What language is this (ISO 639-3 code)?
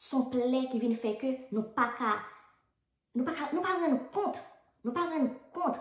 hat